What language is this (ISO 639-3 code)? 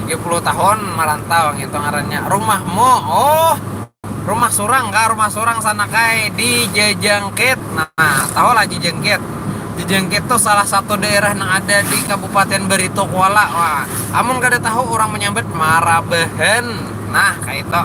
bjn